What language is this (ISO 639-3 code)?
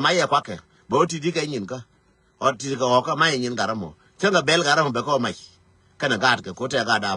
nus